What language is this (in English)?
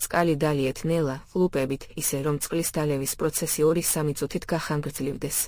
Georgian